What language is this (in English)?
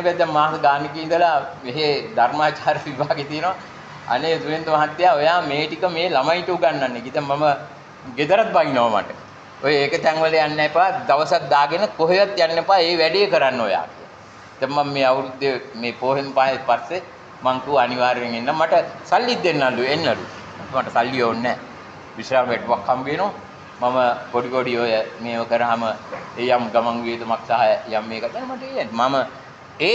Sinhala